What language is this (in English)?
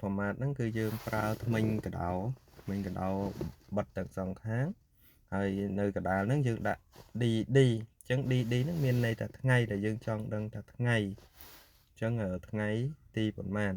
Khmer